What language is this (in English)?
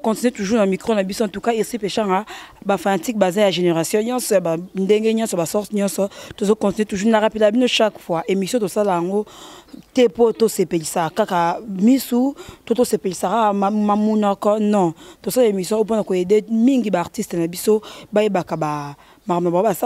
Lingala